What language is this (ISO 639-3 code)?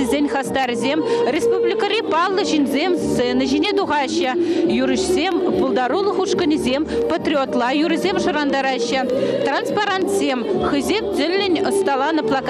chv